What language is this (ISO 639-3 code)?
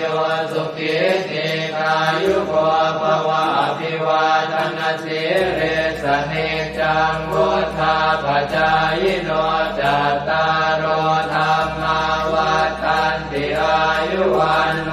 pli